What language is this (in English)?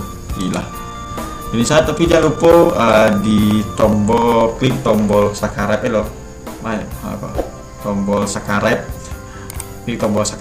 Minangkabau